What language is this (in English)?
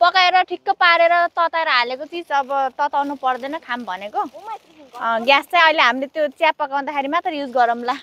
Nepali